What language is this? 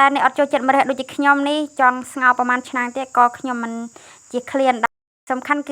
Khmer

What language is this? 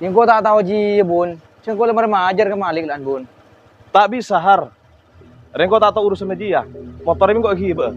Madurese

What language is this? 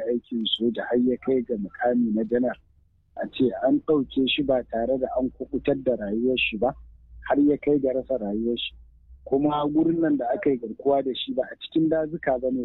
Hausa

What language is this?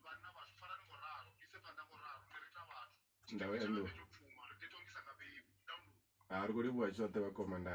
Venda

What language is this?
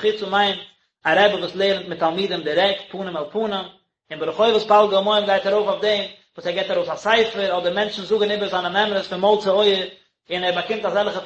Yiddish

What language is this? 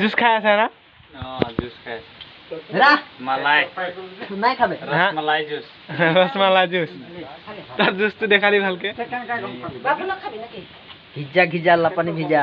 Assamese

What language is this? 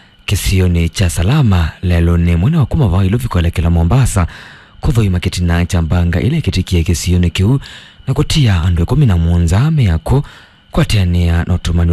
Kamba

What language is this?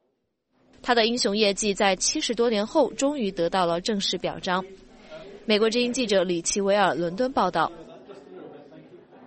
Chinese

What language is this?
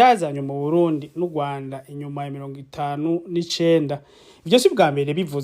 Rundi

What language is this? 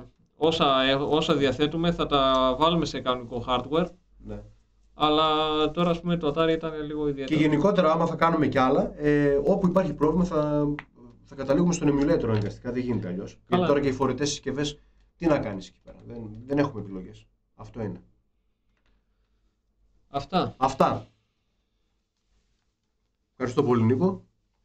Greek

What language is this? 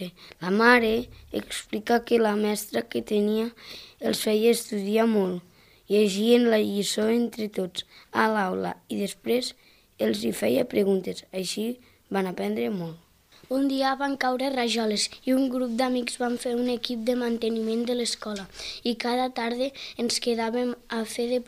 Catalan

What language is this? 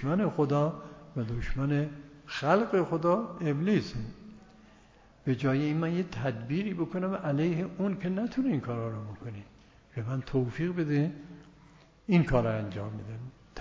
Persian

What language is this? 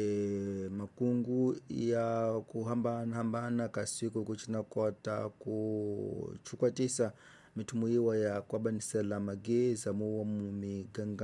Tsonga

